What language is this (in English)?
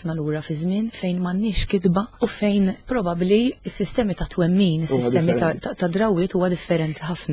Maltese